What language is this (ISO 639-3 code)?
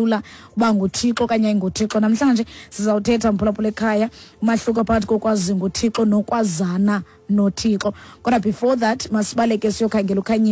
xho